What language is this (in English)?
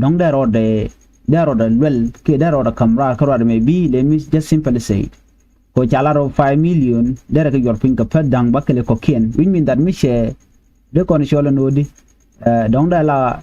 Nuer